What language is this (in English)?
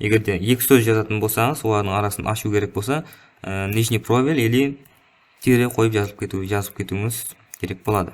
Kara-Kalpak